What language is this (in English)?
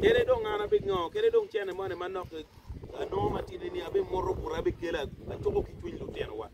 Acoli